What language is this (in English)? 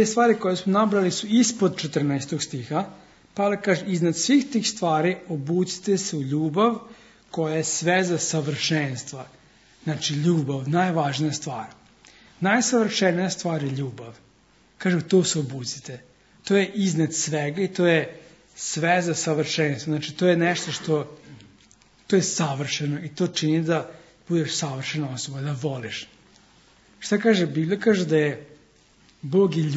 Serbian